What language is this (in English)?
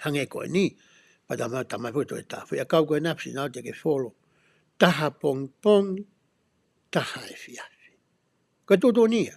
Tongan